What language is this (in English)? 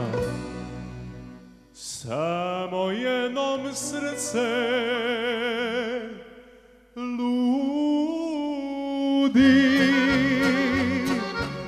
Serbian